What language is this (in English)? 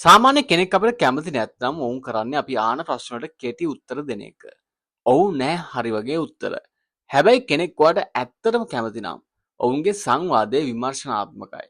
Sinhala